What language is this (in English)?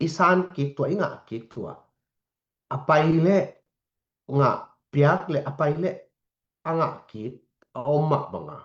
Tedim Chin